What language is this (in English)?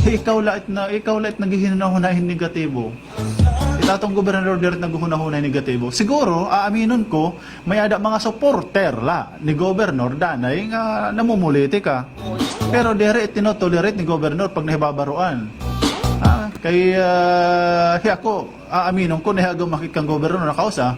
Waray